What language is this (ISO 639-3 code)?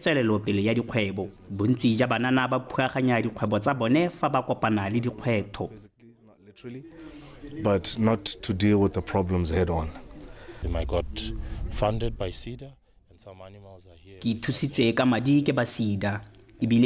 tsn